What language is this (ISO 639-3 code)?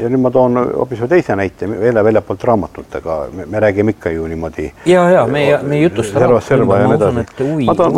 est